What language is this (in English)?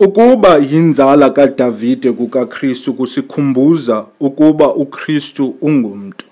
Xhosa